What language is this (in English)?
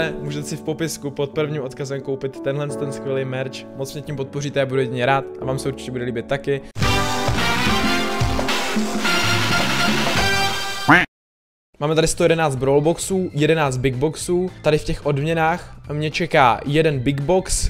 Czech